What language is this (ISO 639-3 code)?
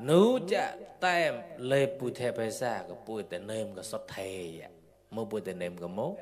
mnw